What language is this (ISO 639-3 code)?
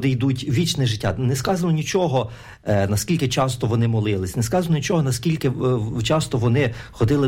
ukr